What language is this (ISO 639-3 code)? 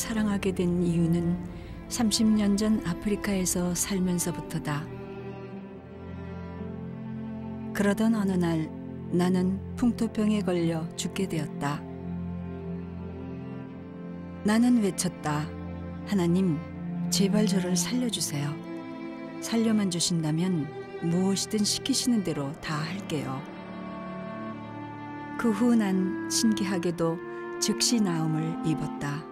kor